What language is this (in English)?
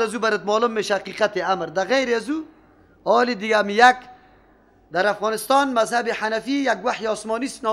Persian